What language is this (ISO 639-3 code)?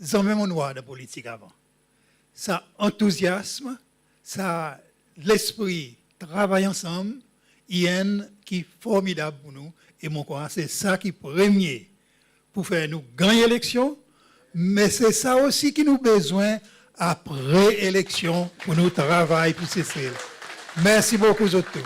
crs